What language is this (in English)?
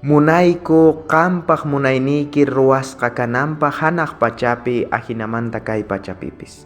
South Bolivian Quechua